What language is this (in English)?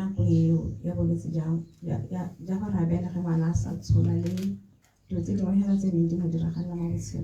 Tswana